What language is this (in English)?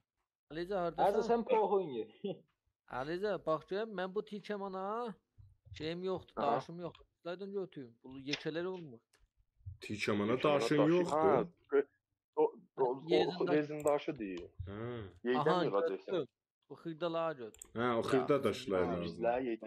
South Azerbaijani